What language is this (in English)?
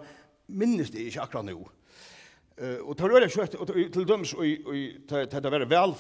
Faroese